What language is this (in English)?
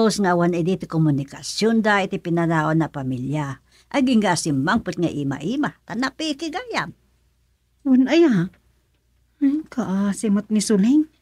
Iloko